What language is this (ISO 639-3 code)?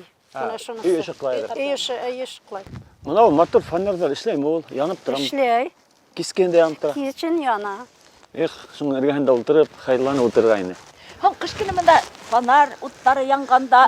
bak